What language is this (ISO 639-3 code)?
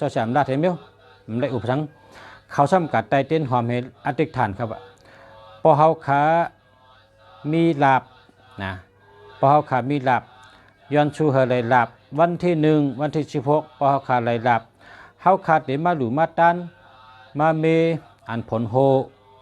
shn